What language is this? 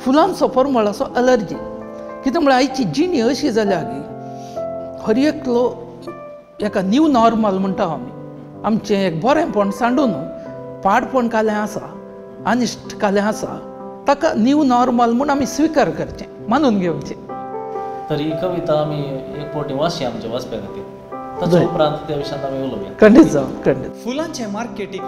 Konkani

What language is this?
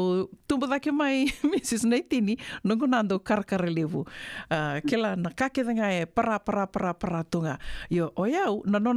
Fijian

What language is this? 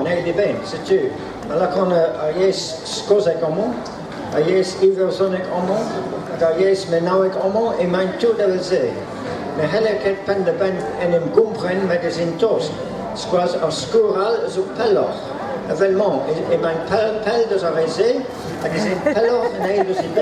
Breton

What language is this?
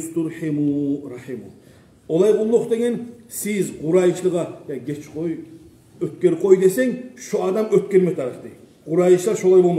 Kumyk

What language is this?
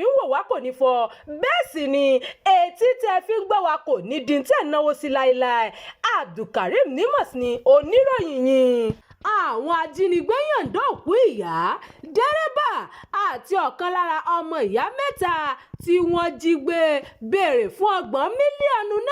Yoruba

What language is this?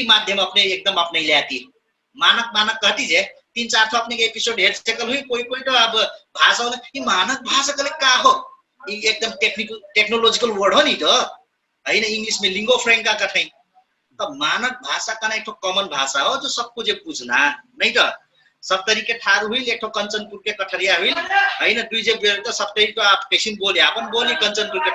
Dangaura Tharu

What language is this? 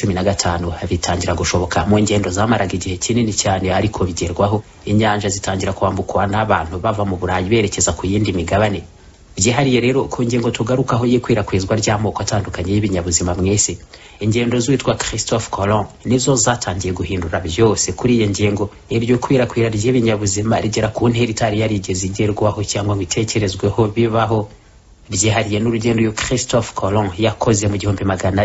Kinyarwanda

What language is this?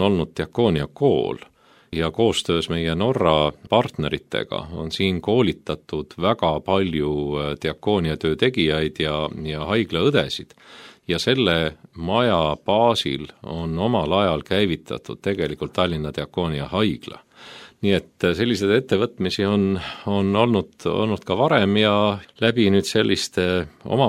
Estonian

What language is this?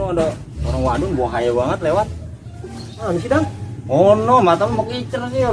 Betawi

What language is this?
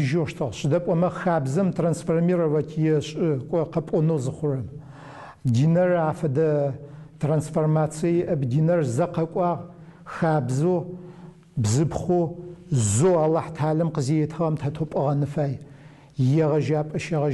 Adyghe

